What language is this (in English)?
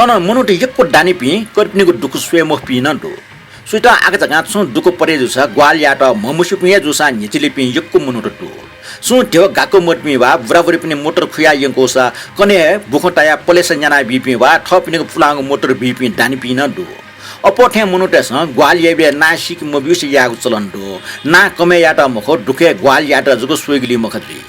Newari